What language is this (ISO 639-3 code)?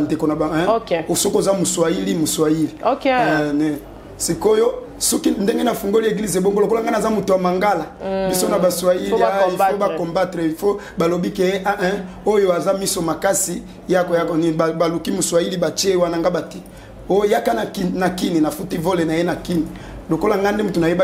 lin